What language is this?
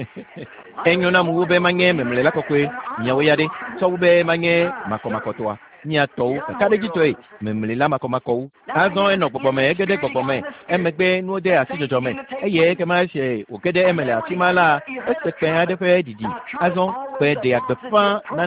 Ewe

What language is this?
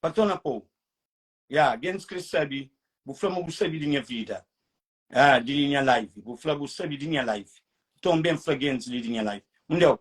Kabuverdianu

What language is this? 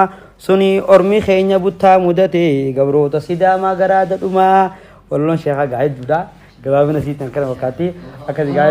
Oromo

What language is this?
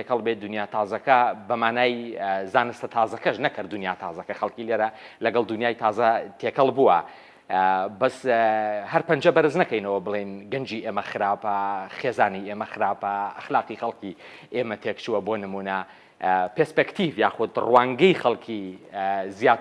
Central Kurdish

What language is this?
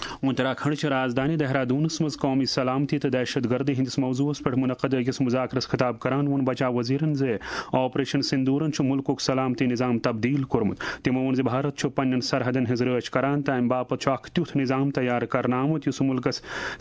Kashmiri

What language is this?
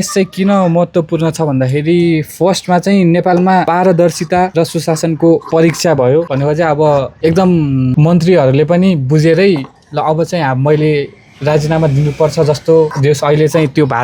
Nepali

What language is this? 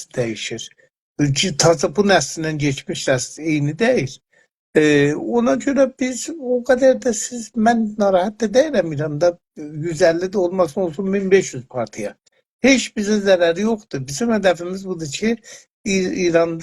South Azerbaijani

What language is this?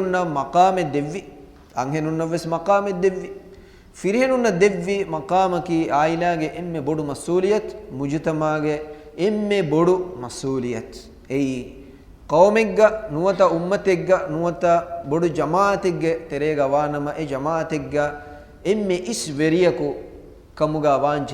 Divehi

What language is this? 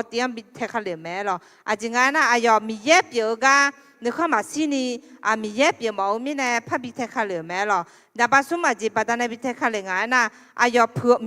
Akha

